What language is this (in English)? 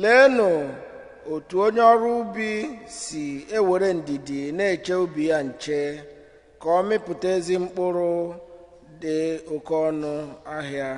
Igbo